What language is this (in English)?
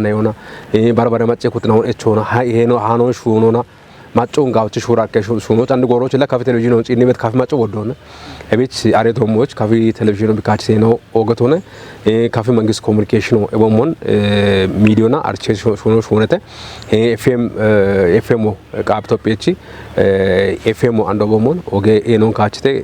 Kafa